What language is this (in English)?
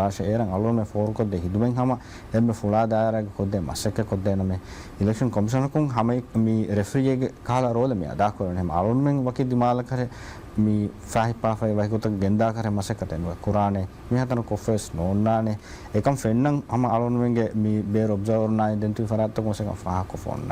Divehi